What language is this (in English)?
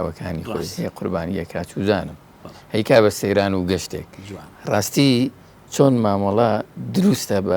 Central Kurdish